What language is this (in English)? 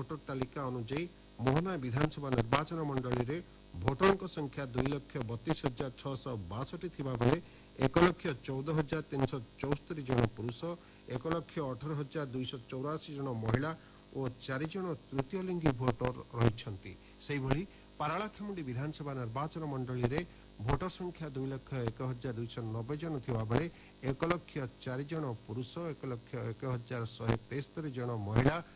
Odia